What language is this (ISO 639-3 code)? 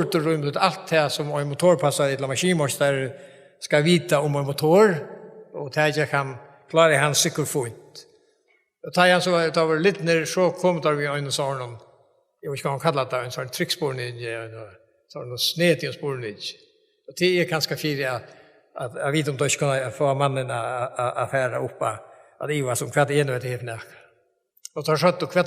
fao